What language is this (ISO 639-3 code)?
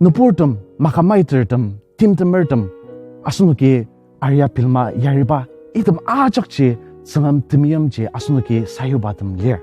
njo